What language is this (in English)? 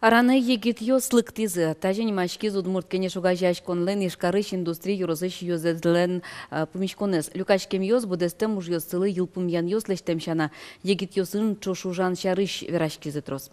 Udmurt